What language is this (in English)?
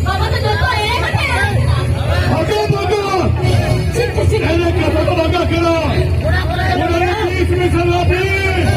Santali